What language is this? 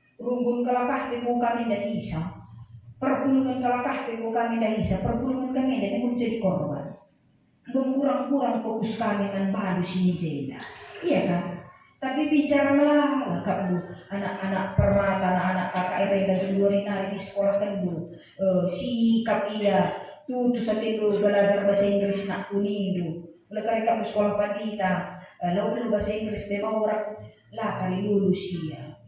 Batak Karo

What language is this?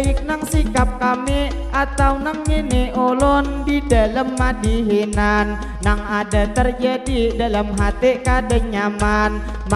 Banjar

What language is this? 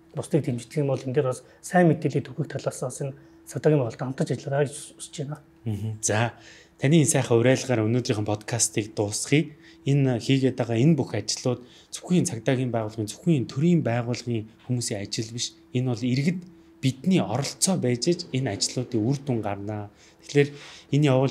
Mongolian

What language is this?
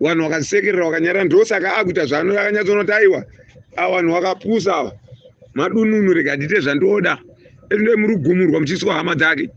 Shona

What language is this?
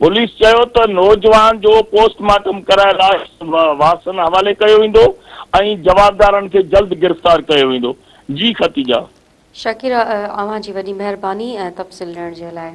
Sindhi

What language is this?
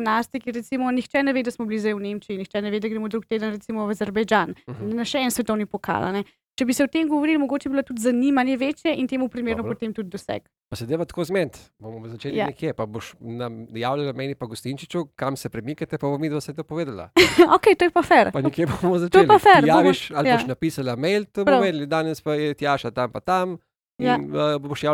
Slovenian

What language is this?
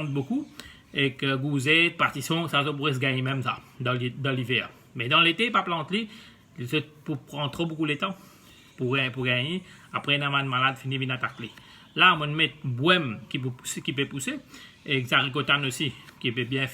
Morisyen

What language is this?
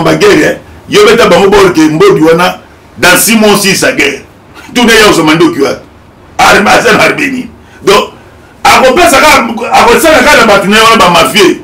Lingala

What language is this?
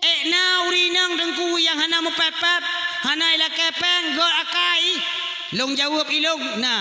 Achinese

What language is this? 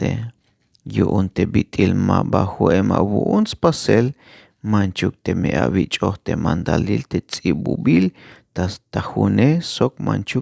Tzeltal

